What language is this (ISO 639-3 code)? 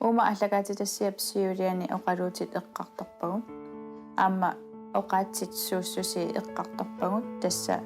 kal